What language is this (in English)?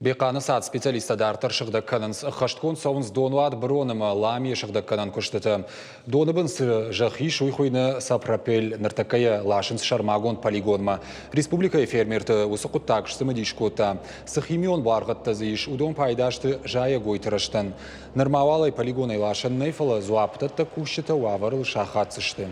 Ossetic